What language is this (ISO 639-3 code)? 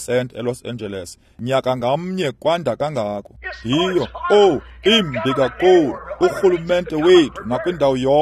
xho